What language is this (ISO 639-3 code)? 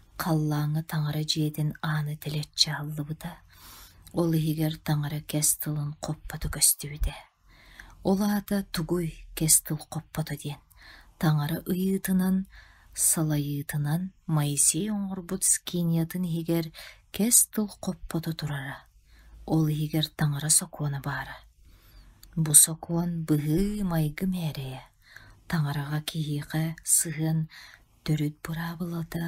sah